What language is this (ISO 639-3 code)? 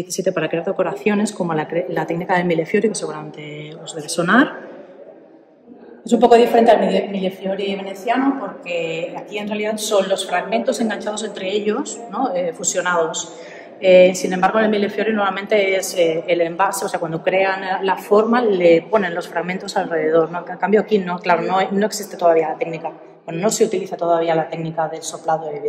spa